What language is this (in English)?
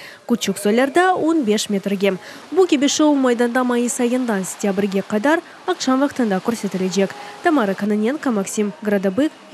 Crimean Tatar